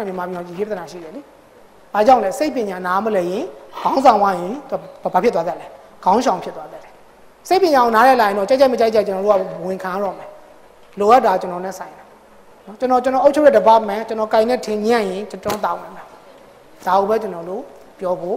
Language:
Burmese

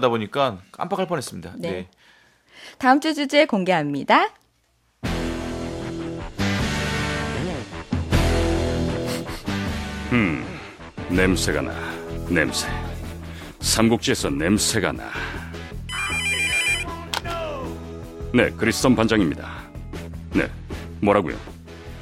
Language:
Korean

